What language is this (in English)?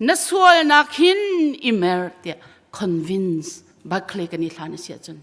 Hakha Chin